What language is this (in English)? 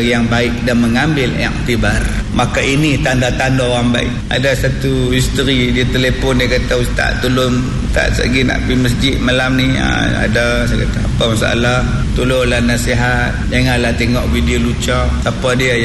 Malay